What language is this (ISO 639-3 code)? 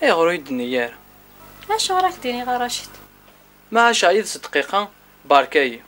kab